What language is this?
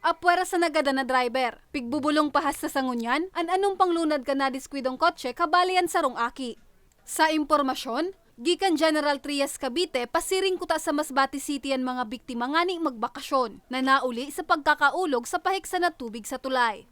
Bikol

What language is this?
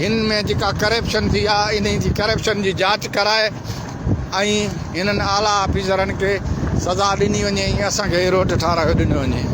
Sindhi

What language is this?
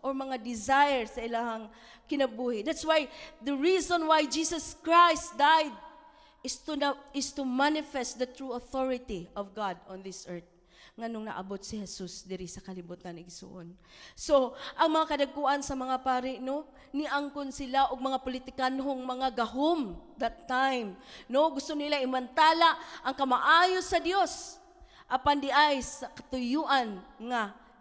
Cebuano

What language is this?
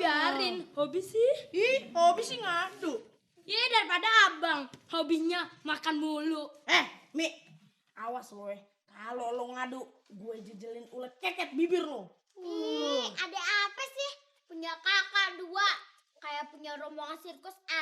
Betawi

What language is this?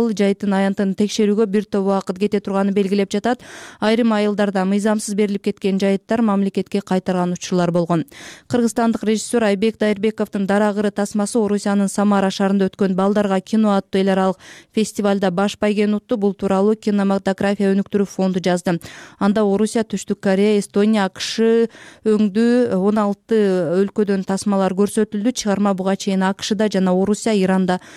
Kyrgyz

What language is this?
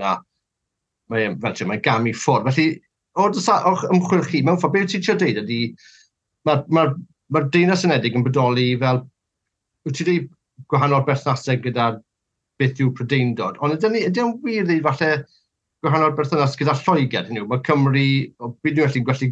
Welsh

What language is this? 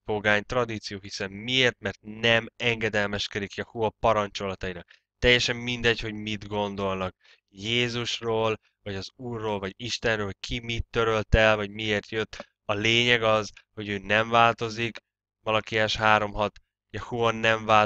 Hungarian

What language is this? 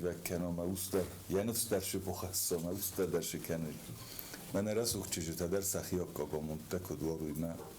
Ossetic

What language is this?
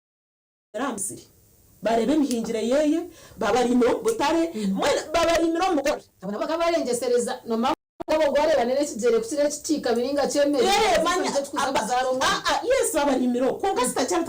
Nyankole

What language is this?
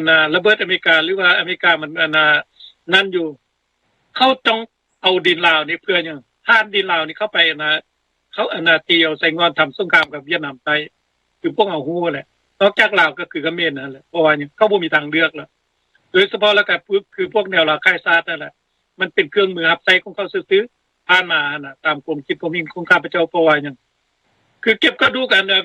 Lao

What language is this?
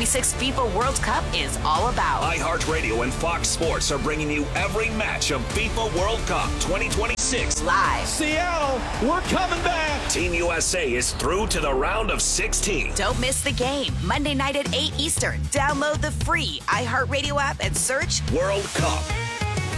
English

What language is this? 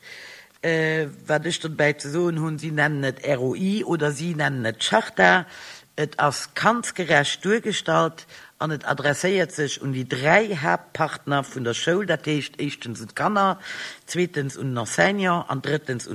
Luxembourgish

